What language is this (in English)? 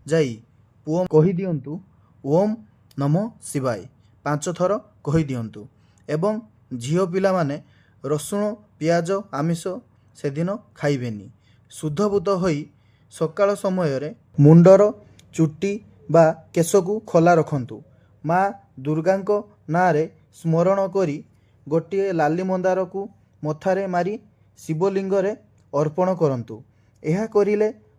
Odia